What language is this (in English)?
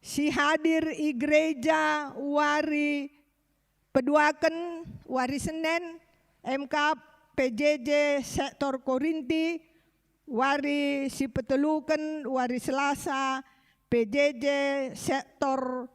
Batak Karo